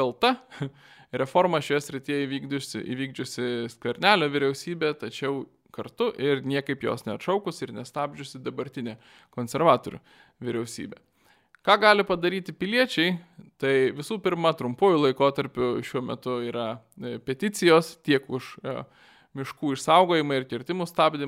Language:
Lithuanian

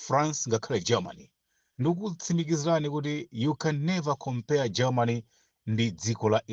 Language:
Nyanja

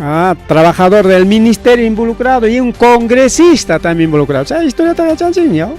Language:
Ayacucho Quechua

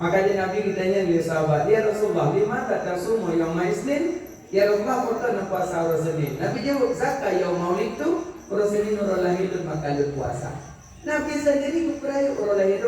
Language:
Achinese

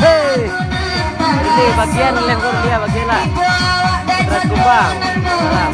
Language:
Minangkabau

